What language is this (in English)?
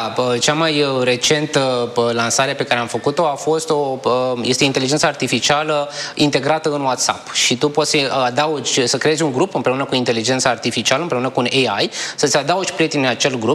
Romanian